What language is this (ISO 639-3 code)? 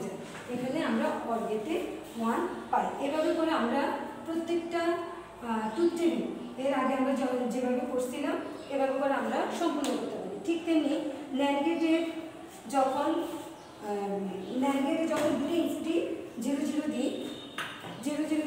ben